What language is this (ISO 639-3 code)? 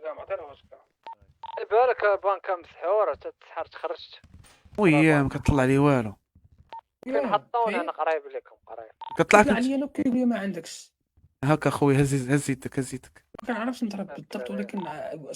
ary